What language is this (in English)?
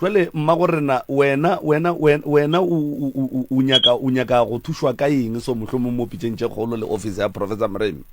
Northern Sotho